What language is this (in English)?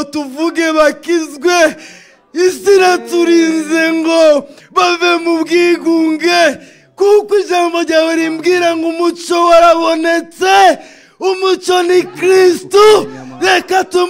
Rundi